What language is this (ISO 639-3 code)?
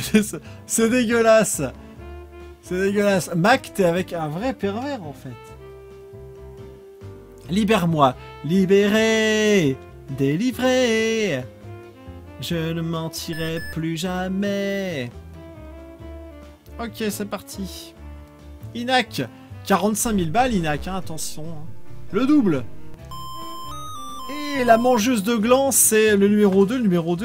fra